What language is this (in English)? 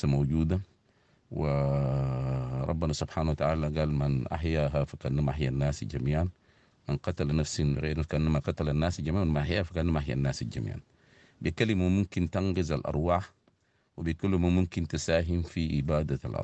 Sudanese Arabic